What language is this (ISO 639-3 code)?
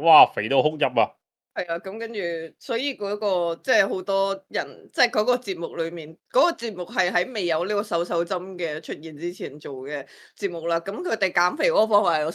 yue